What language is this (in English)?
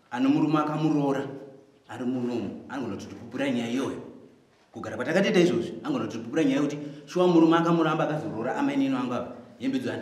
Shona